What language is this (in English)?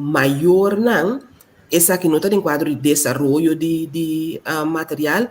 Papiamento